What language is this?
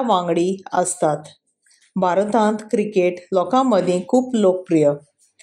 Konkani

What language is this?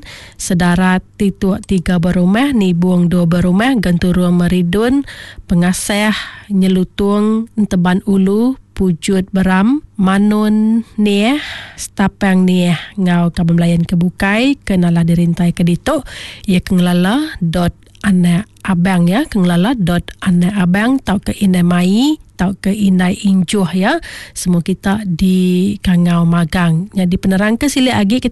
Iban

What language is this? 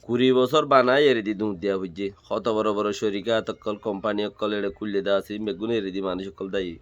Rohingya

